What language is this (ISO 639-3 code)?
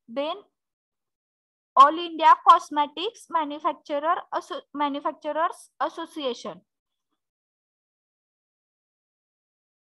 mar